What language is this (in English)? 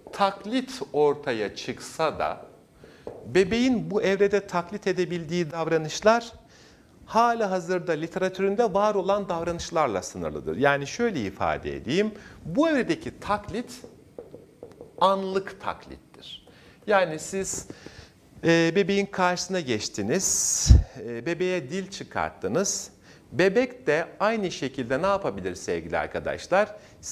Turkish